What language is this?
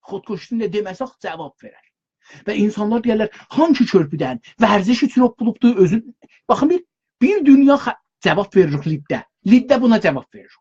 South Azerbaijani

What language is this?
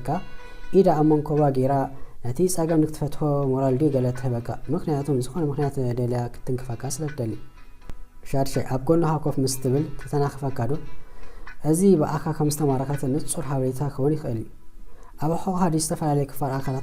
Tigrinya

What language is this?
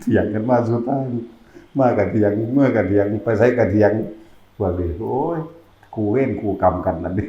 Northeastern Thai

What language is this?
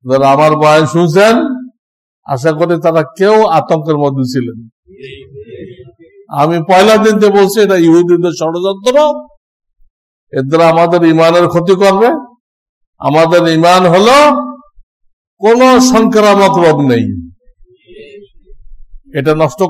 Bangla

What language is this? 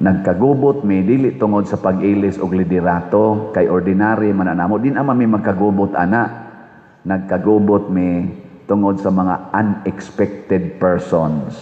Cebuano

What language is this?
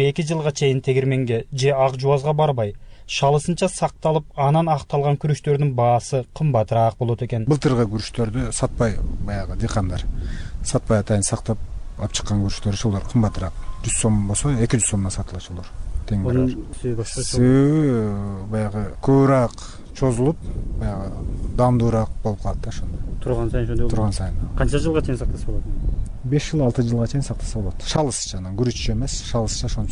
Kyrgyz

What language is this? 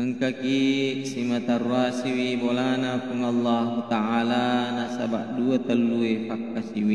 Buginese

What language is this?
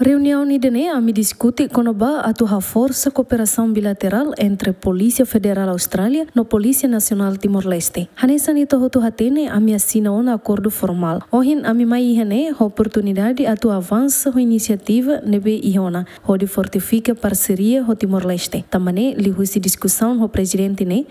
Tetum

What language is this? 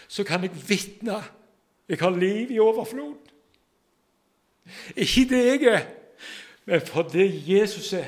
Norwegian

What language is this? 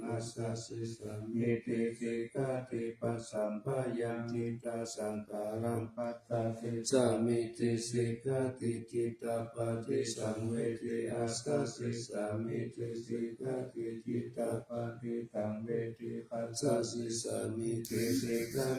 Pali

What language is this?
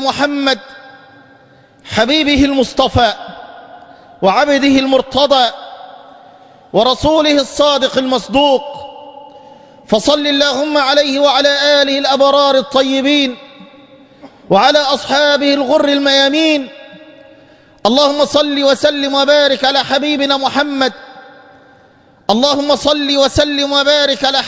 Arabic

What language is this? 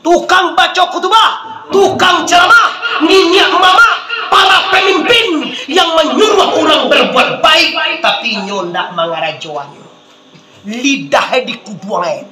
Minangkabau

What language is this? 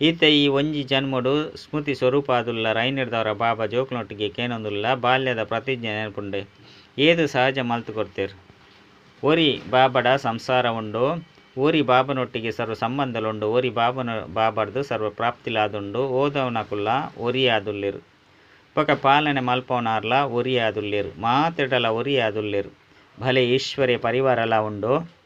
Tulu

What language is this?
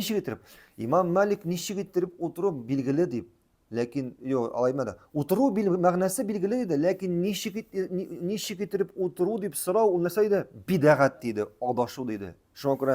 Tatar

